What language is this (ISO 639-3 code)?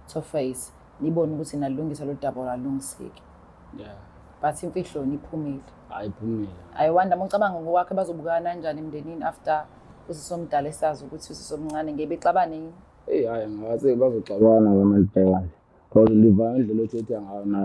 zul